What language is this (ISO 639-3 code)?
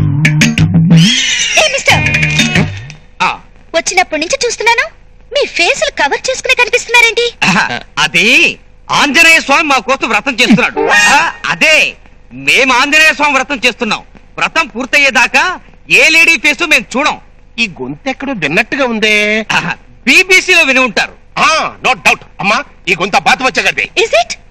tel